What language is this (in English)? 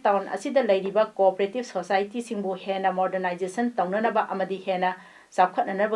Manipuri